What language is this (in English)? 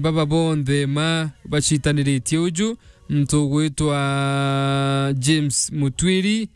Meru